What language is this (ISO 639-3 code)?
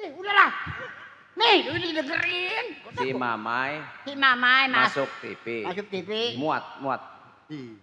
bew